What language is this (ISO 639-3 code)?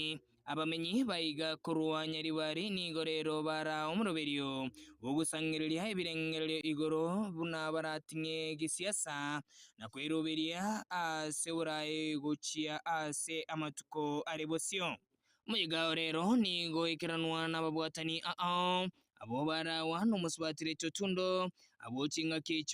guz